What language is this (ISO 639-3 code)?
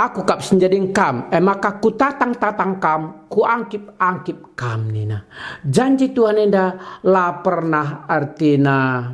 btx